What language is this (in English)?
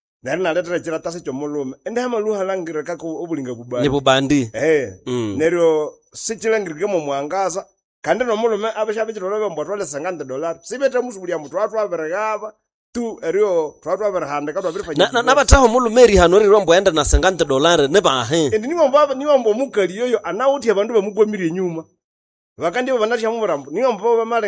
Nande